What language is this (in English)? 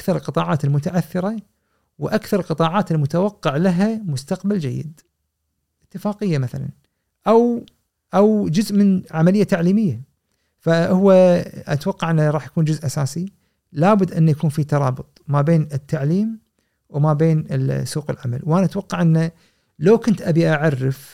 Gulf Arabic